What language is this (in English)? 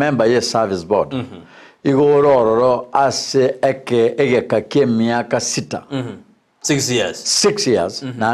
Gusii